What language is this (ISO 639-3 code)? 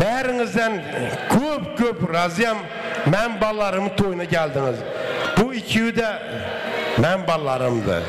kaa